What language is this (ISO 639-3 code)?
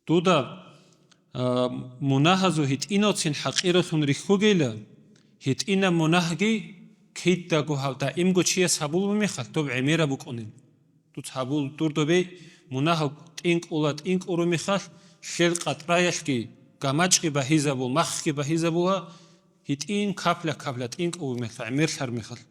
ava